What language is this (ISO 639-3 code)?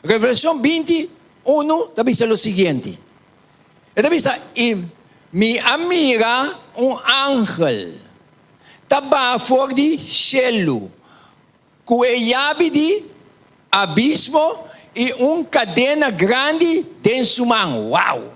pap